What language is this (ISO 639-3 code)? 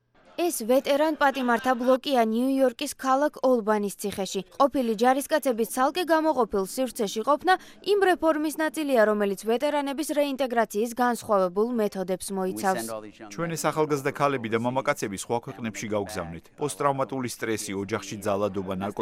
kat